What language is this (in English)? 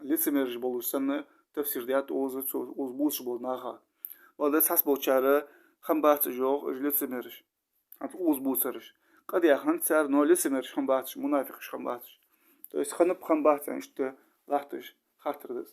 Ingush